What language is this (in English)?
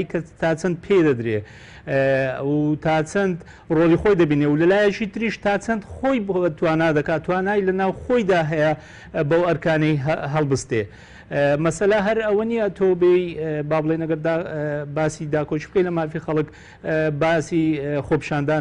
Central Kurdish